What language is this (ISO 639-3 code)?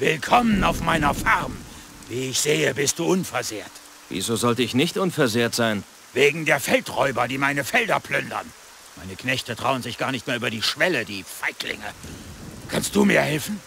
bar